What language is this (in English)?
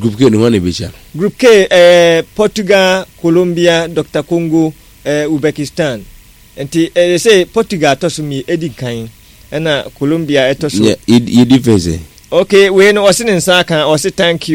Akan